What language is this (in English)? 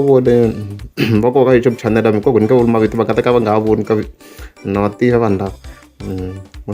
Tsonga